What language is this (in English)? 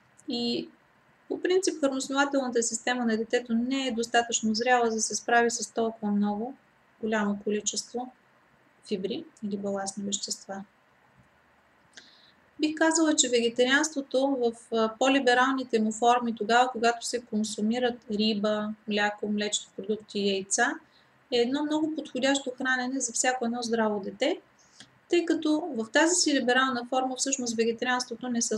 Bulgarian